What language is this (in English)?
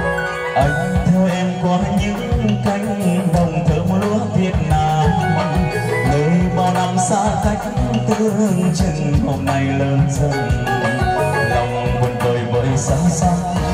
Vietnamese